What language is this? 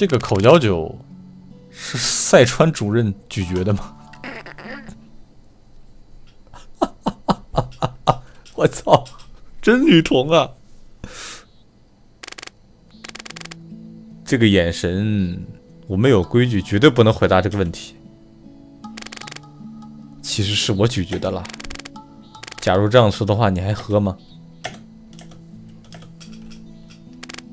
Chinese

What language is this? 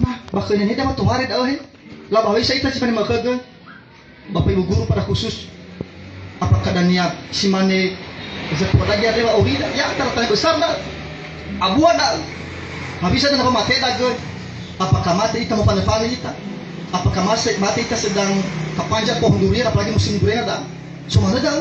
Nias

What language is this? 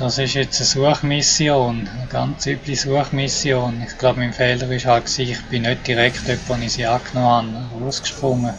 Swiss German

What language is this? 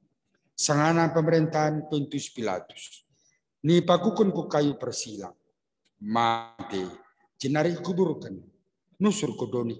Batak Karo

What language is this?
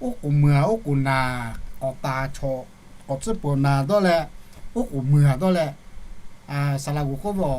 Lahu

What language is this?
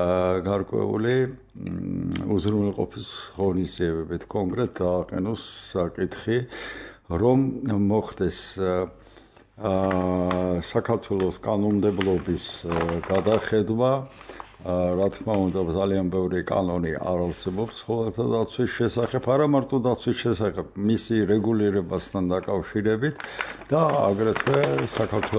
Georgian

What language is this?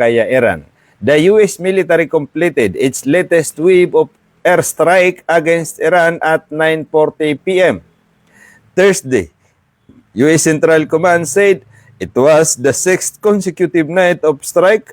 Maranao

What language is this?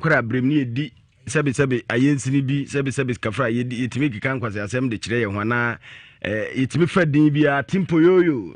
Akan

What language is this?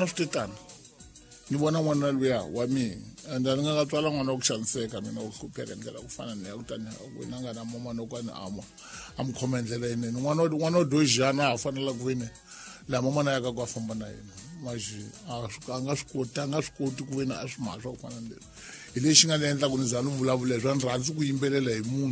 Tsonga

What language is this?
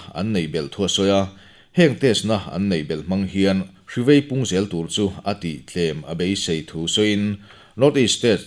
Mizo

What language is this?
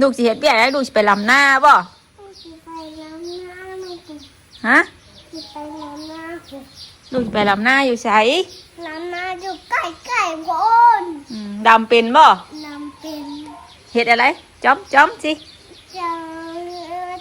Northeastern Thai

